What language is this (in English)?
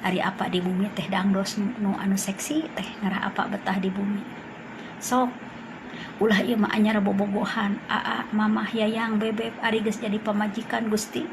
Sundanese